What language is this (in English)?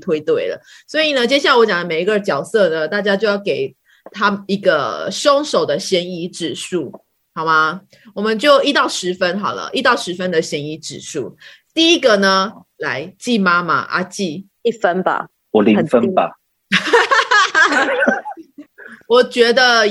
Chinese